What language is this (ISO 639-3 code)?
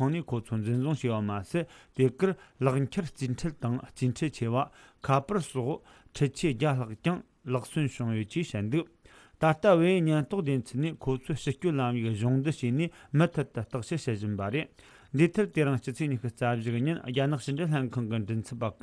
bod